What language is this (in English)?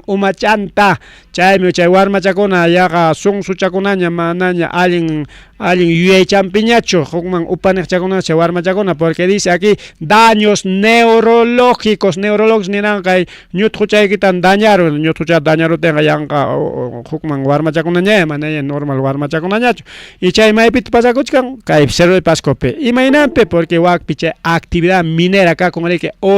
Ayacucho Quechua